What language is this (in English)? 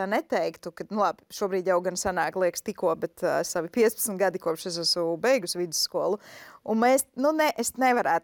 Latvian